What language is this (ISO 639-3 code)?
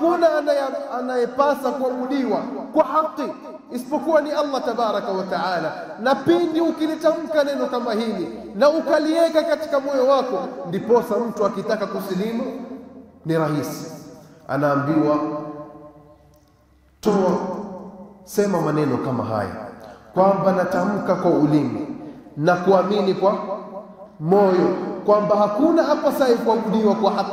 swa